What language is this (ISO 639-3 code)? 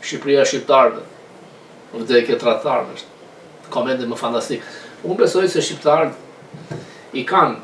sqi